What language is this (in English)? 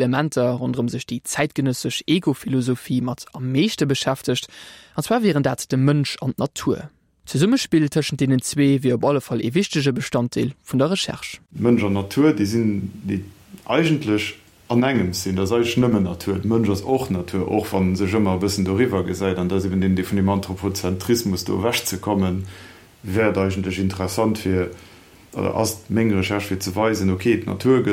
Luxembourgish